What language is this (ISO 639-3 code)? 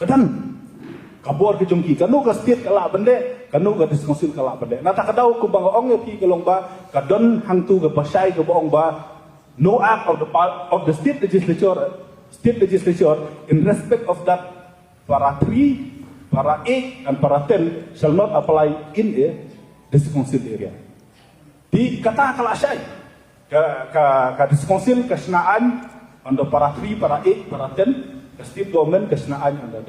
kha